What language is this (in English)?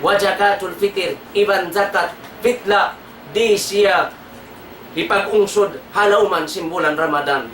Tausug